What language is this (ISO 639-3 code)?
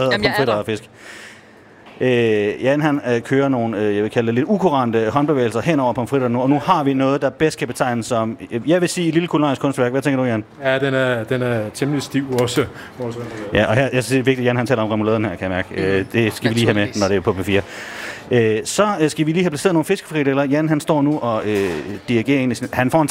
dan